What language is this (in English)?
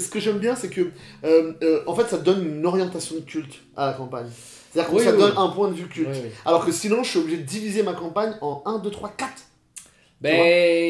French